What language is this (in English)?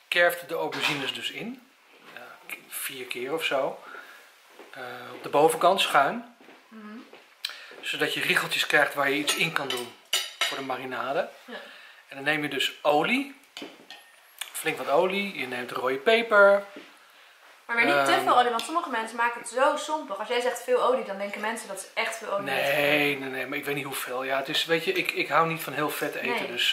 Dutch